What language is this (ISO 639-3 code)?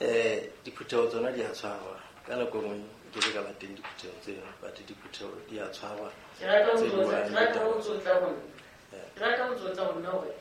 sot